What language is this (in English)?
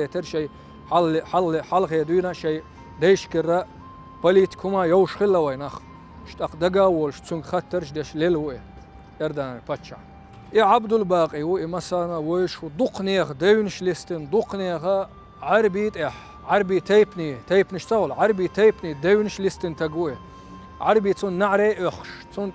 Chechen